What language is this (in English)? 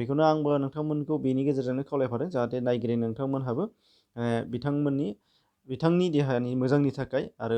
Bodo